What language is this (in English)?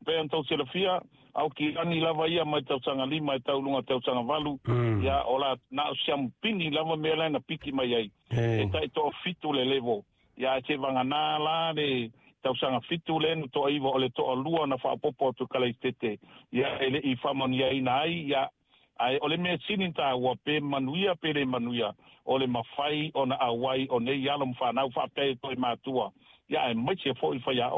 Samoan